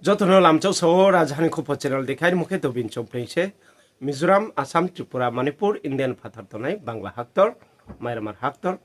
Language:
Riang (India)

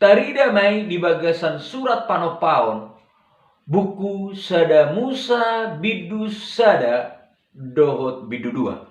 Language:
Batak Toba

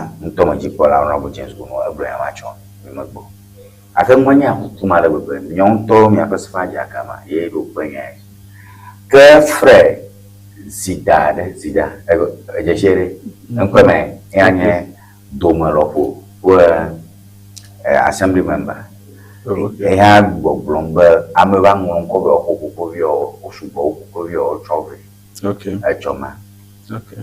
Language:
Ewe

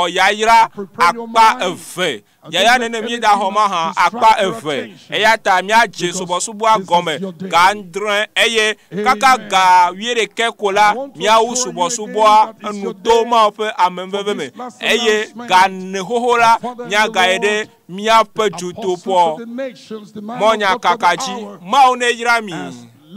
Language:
Ewe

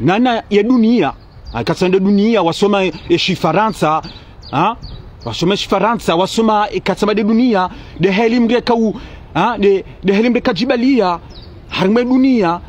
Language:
Ngazidja Comorian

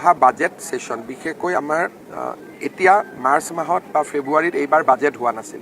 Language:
Assamese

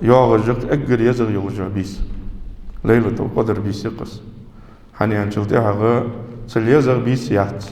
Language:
Ingush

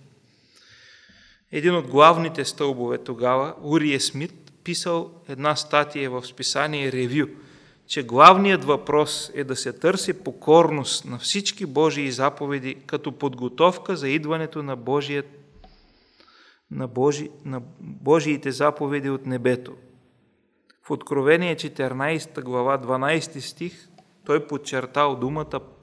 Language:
Bulgarian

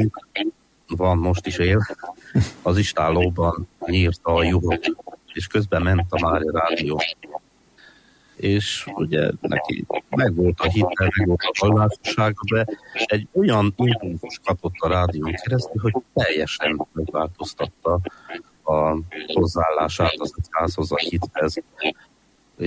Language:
Hungarian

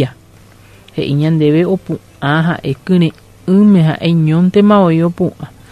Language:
Guarani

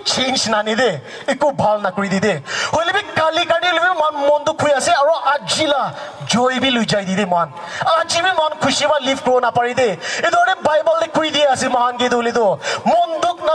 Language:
Naga Pidgin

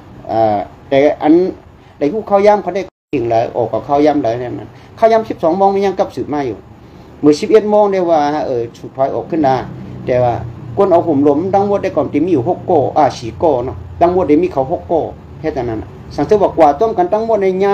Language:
Shan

